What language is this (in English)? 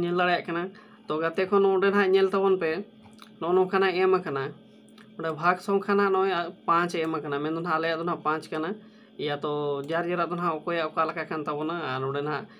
Santali